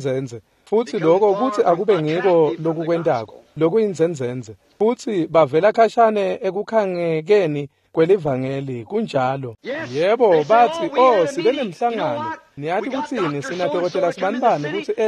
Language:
Swati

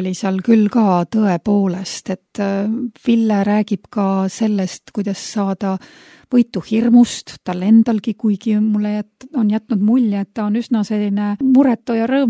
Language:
Estonian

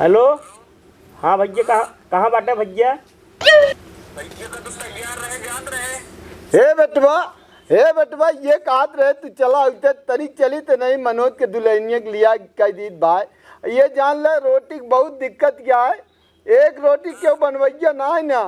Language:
Awadhi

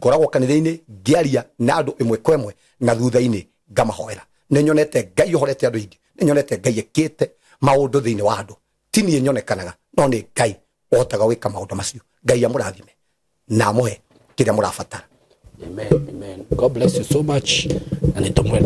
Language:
Kikuyu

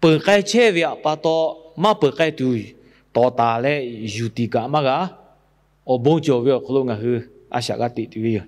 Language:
Lahu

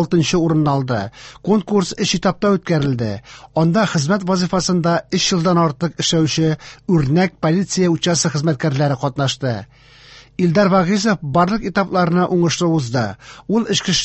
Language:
Tatar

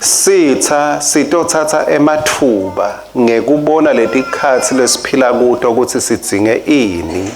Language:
Swati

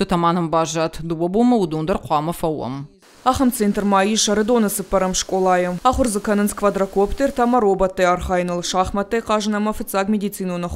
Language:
Ossetic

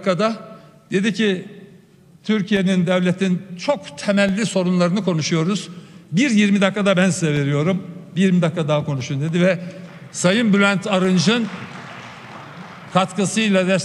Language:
Turkish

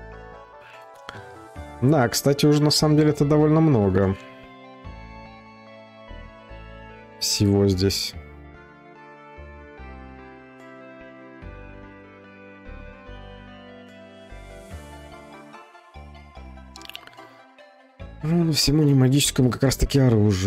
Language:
Russian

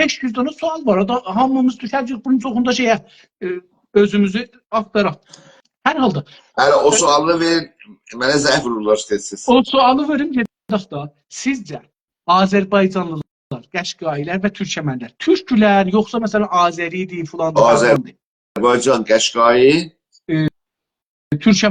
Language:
South Azerbaijani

